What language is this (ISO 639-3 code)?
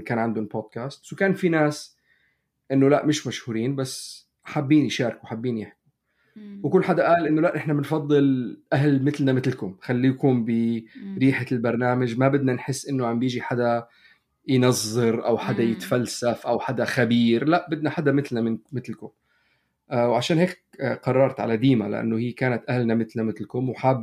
apc